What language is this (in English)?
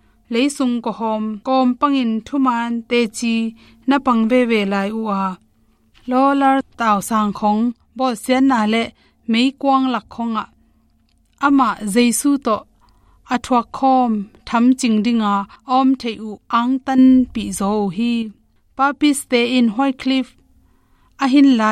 Tedim Chin